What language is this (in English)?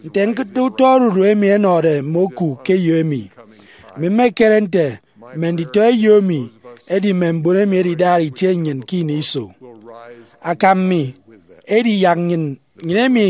Efik